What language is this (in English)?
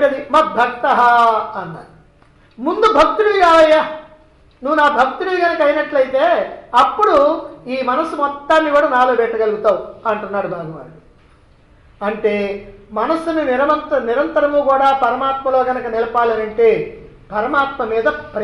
Telugu